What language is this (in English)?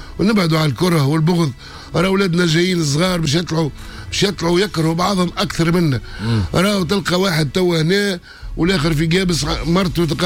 Tunisian Arabic